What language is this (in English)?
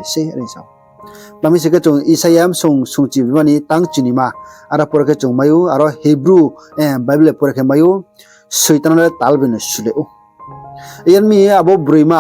Riang (India)